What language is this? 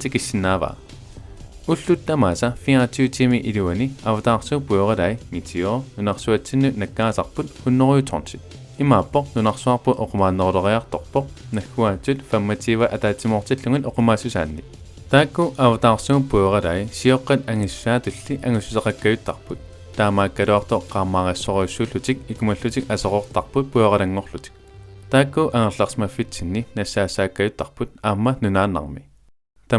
Kalaallisut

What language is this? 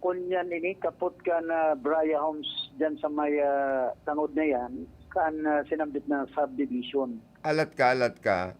Bikol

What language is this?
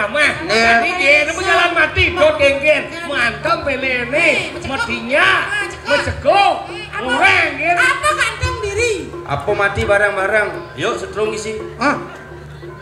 Balinese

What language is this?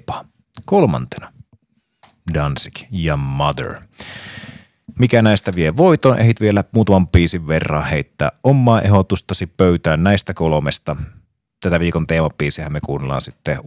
Finnish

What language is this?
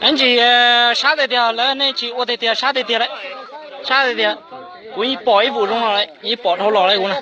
Hmong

